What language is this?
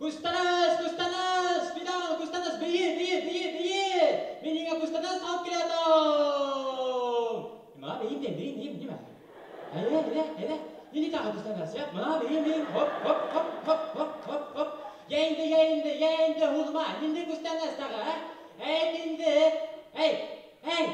Bashkir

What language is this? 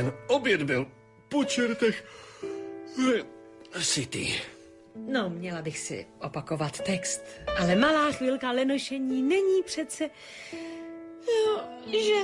Czech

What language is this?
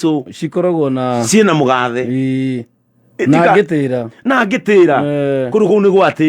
Kikuyu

